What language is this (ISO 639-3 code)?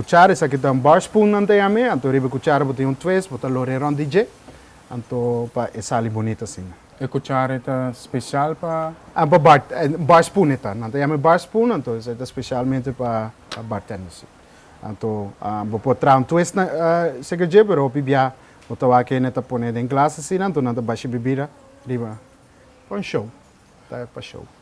pap